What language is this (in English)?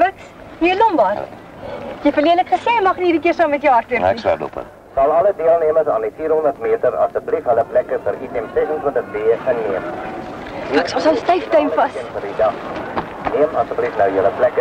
Afrikaans